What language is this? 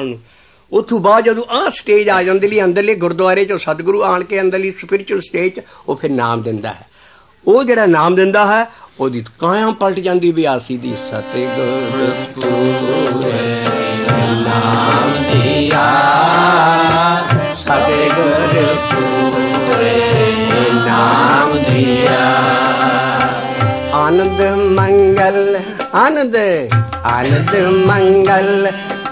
Punjabi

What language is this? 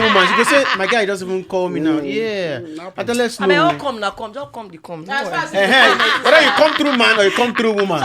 Nigerian Pidgin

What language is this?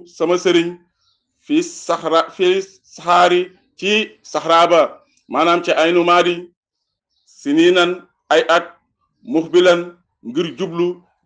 Wolof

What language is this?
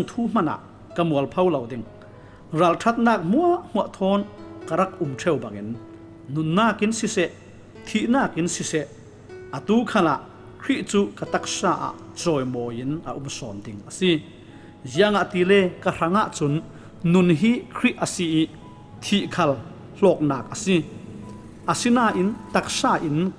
Falam Chin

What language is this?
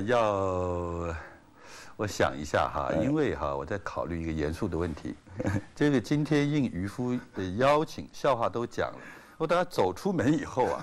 Chinese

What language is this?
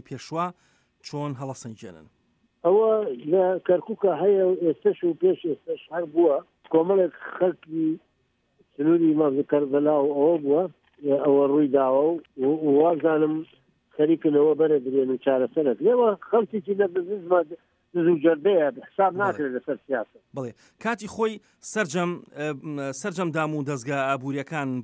Central Kurdish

